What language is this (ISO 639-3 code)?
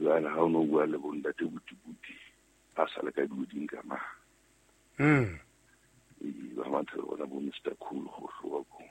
sot